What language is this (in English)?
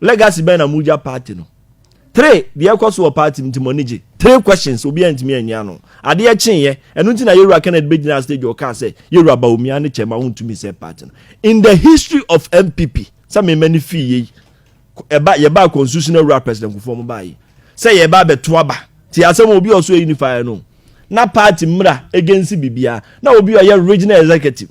Akan